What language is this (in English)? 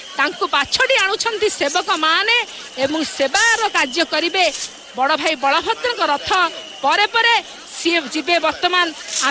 Odia